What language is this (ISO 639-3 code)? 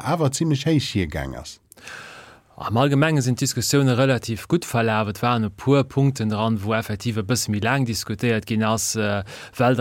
ltz